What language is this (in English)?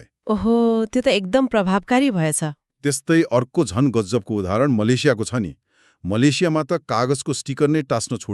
Nepali